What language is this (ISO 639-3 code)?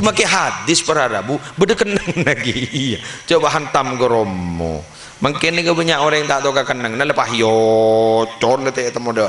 mad